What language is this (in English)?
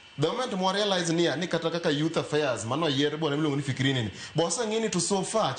Luo (Kenya and Tanzania)